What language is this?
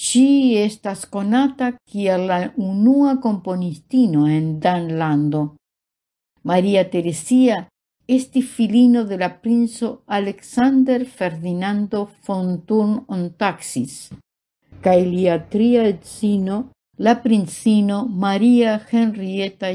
Esperanto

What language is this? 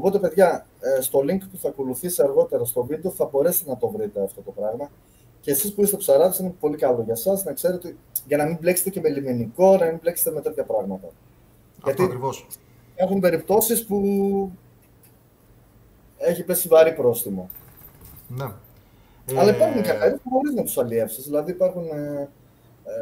Greek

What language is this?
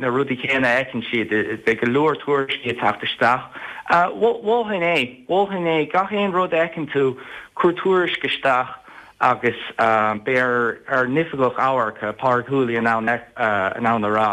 Irish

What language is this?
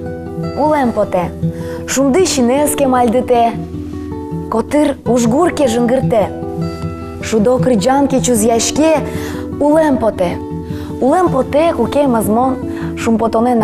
Udmurt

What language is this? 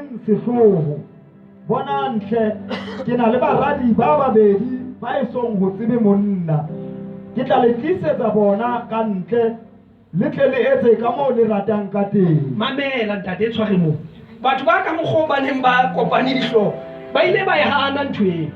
Southern Sotho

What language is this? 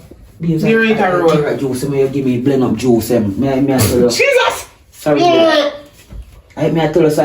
Jamaican Creole English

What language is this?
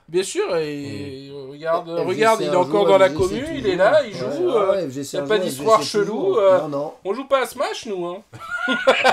French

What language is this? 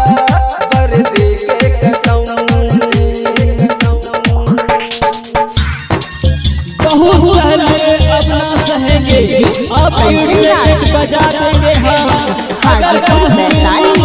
Bhojpuri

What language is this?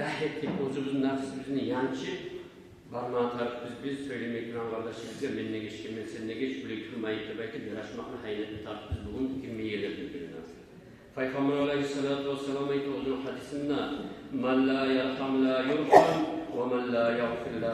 Kumyk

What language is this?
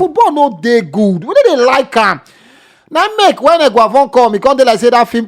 Nigerian Pidgin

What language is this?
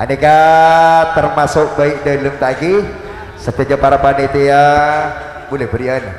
Madurese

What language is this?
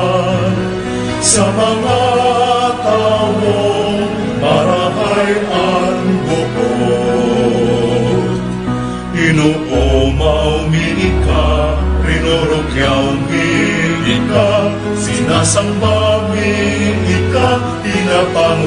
Bikol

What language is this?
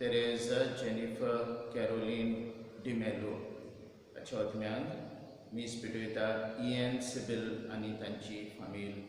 Konkani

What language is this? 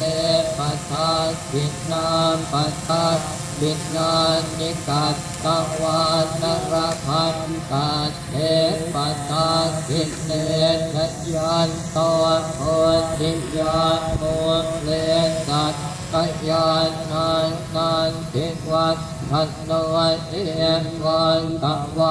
Pali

